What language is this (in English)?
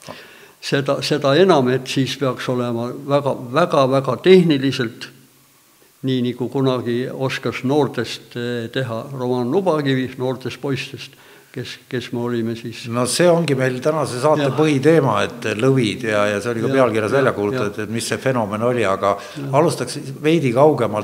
Estonian